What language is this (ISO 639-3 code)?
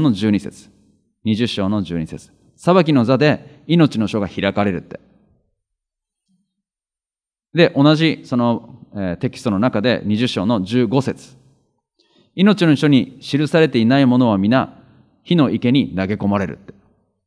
jpn